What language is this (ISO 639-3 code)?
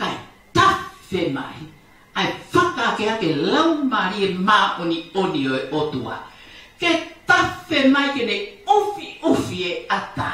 ton